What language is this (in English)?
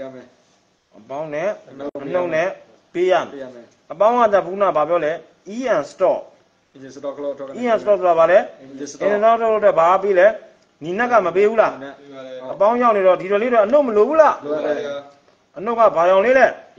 Burmese